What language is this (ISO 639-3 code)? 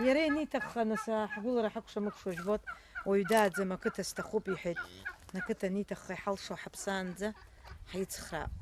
abk